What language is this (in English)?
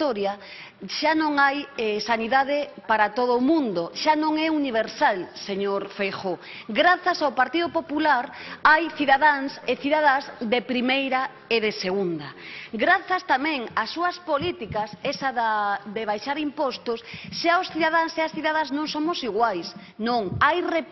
Galician